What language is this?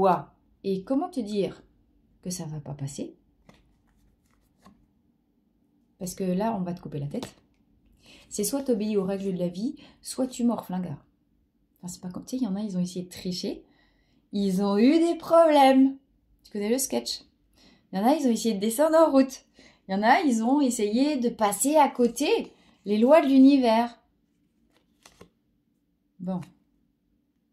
French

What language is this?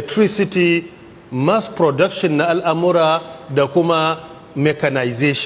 Hausa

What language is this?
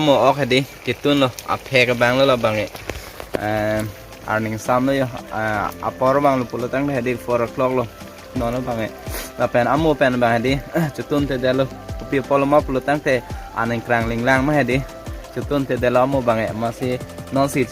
Karbi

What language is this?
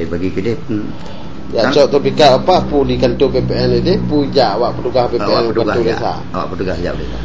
Achinese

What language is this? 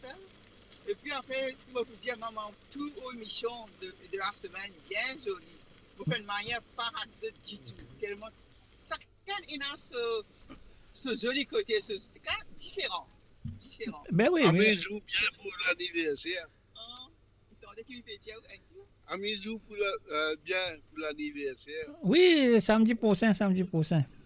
Morisyen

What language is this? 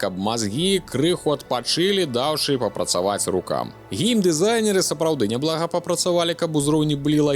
Belarusian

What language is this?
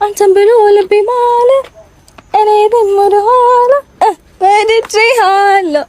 Amharic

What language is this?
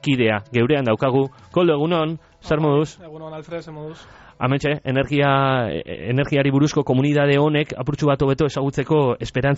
Basque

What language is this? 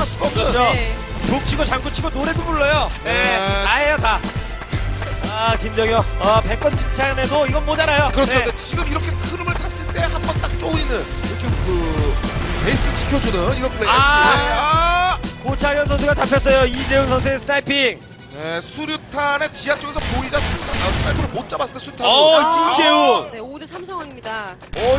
Korean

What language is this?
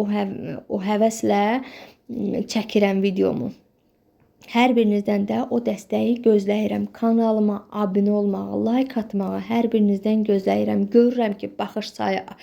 Azerbaijani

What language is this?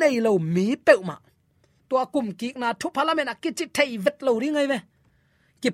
Tedim Chin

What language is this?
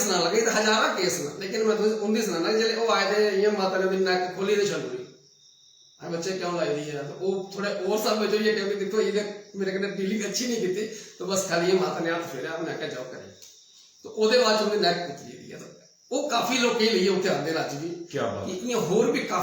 Dogri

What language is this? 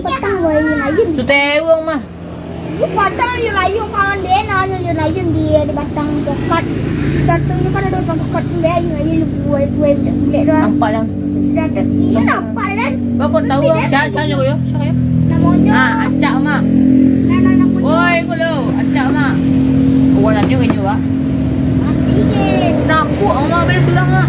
Minangkabau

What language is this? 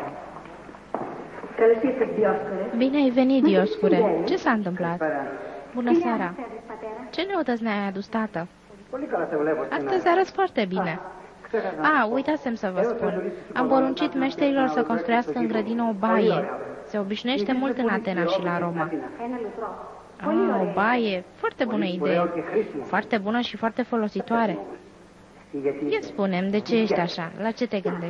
Romanian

